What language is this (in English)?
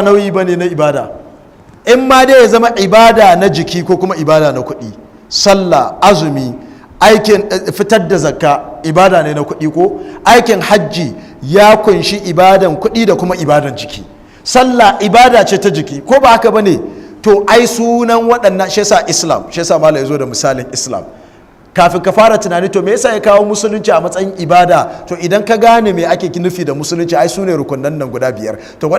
Hausa